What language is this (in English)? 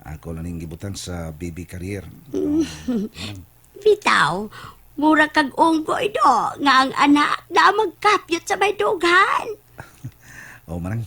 Cebuano